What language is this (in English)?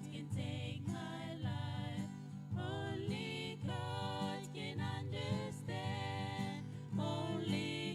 Gilbertese